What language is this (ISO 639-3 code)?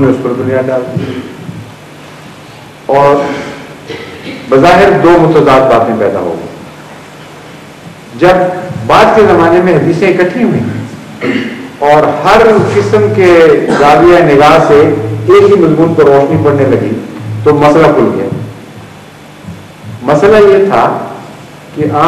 urd